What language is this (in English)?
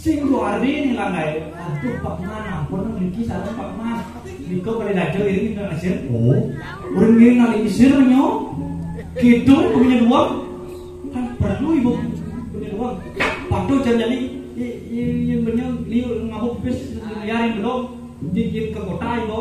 Balinese